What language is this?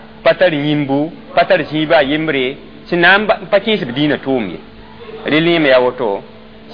Mossi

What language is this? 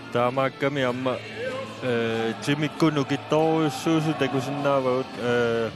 Kalaallisut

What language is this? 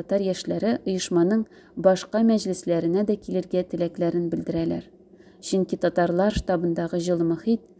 Tatar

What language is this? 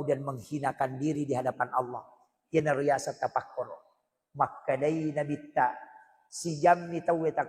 Buginese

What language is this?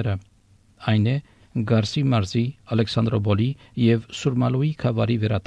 Armenian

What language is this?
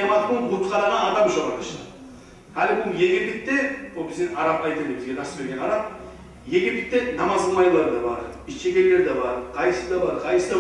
Kumyk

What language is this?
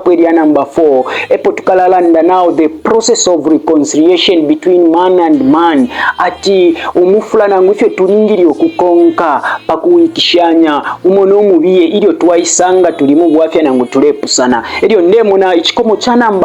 Bemba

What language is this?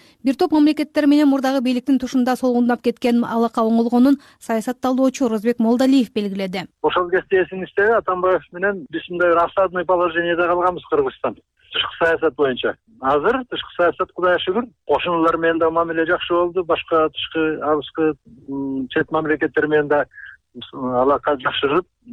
Kyrgyz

